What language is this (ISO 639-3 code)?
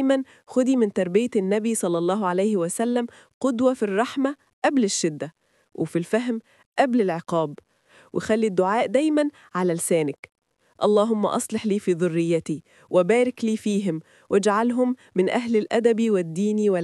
arz